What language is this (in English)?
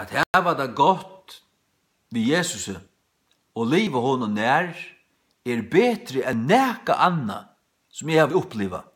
Faroese